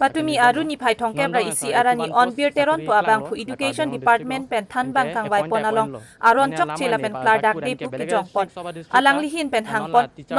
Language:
Karbi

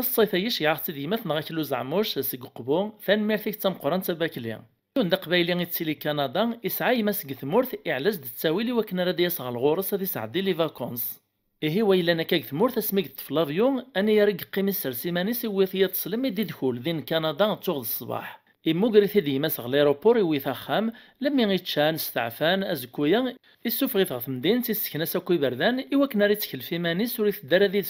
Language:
Kabyle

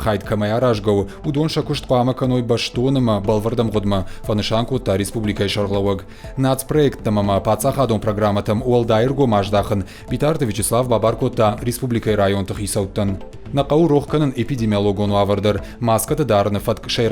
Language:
Ossetic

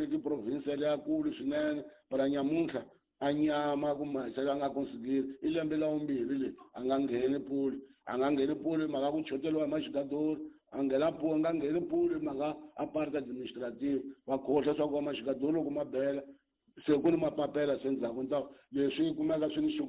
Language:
Tsonga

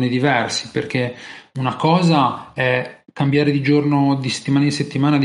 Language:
Italian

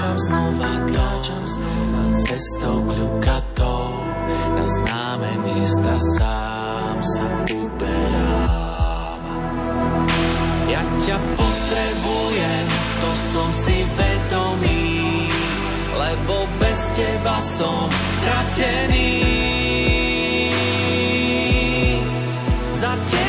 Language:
Slovak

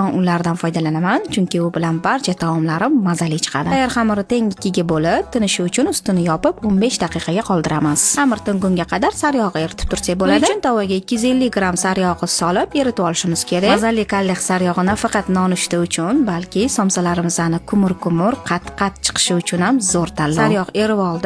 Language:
Uzbek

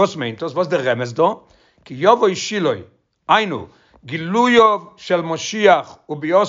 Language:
Yiddish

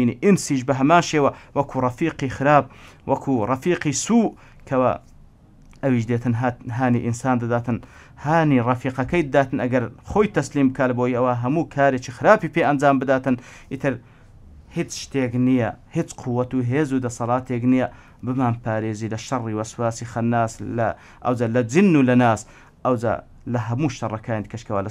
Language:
Central Kurdish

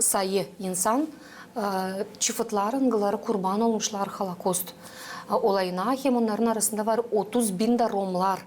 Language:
Gagauz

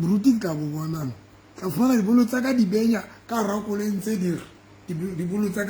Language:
Southern Sotho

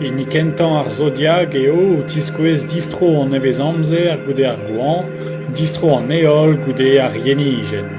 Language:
Breton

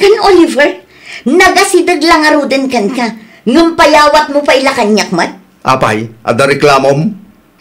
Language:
Iloko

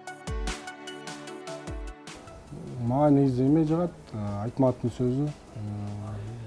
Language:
Kyrgyz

